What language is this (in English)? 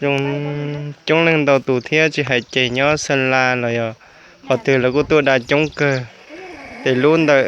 Hmong